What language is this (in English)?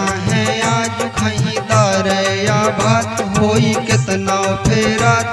Bhojpuri